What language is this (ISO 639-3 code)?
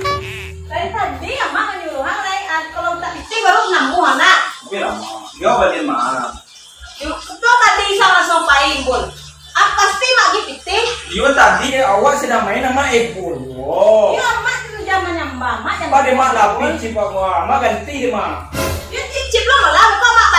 min